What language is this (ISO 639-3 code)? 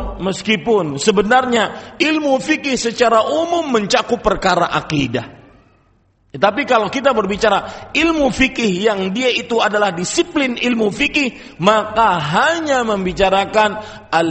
ind